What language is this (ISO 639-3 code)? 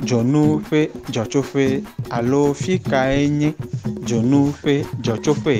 ewe